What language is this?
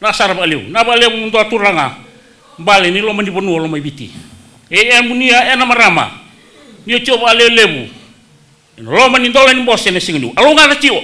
Fijian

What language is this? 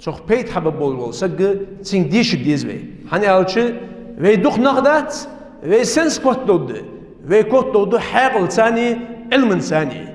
Ingush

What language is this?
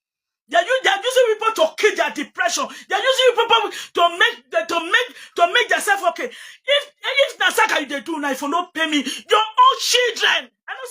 Nigerian Pidgin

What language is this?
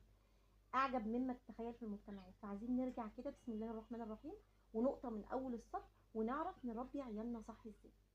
Egyptian Arabic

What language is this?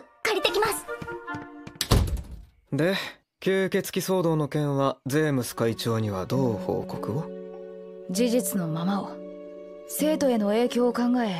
Japanese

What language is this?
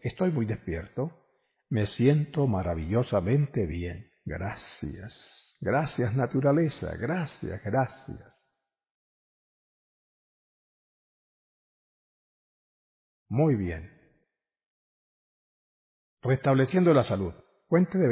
Spanish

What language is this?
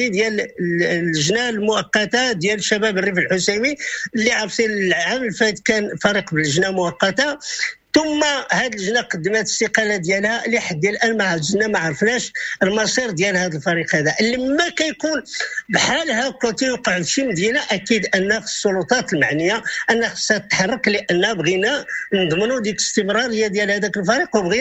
Moroccan Arabic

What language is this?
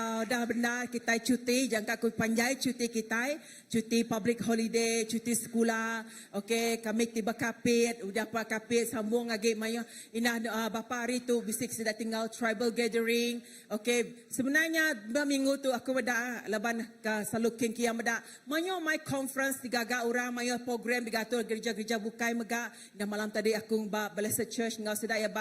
Iban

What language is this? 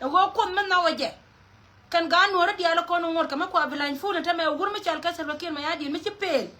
Nuer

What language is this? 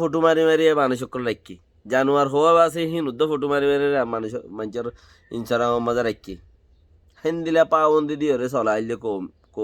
Rohingya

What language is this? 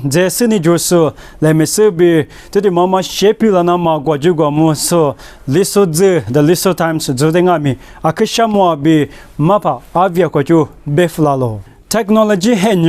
Lisu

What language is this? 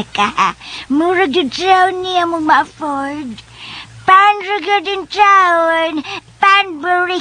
Cebuano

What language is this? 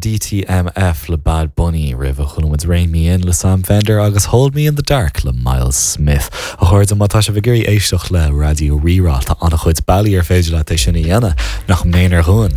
Irish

